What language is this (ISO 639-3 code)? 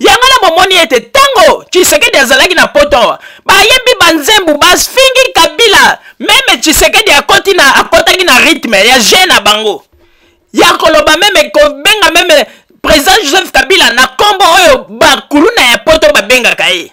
lin